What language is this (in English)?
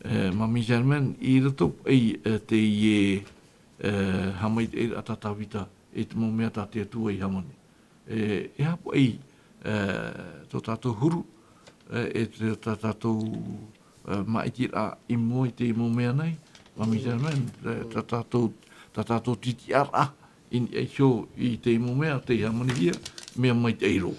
Tahitian